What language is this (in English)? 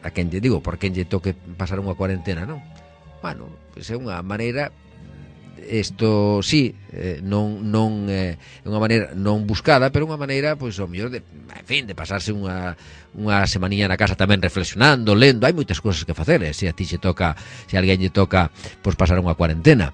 Galician